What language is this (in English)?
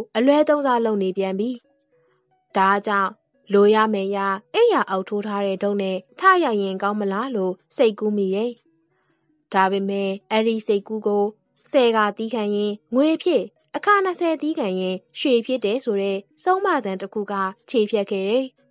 Burmese